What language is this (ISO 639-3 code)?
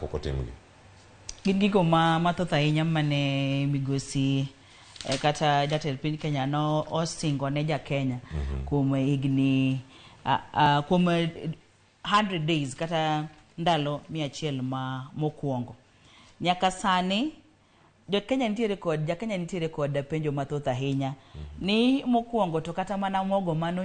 luo